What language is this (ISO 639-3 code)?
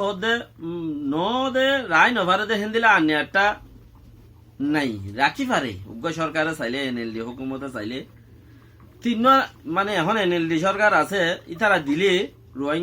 rhg